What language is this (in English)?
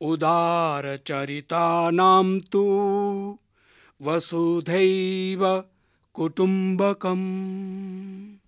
Sanskrit